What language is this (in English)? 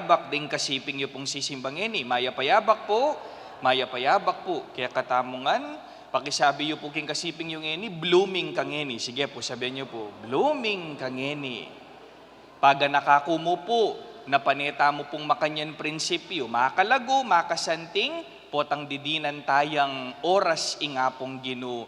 Pampanga